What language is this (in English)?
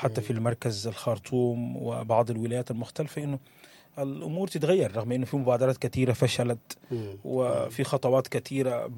Sudanese Arabic